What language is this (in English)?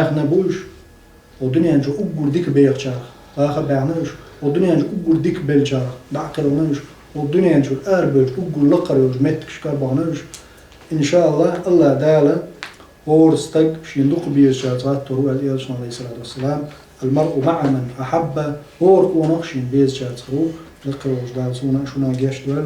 Chechen